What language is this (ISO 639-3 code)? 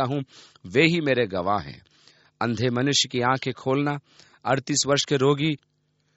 hin